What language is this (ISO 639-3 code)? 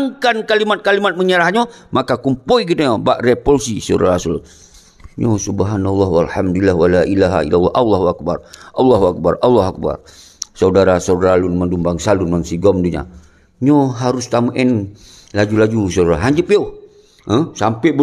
ace